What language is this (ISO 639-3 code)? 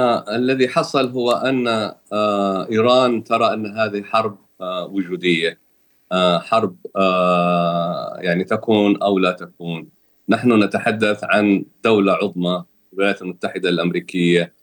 ara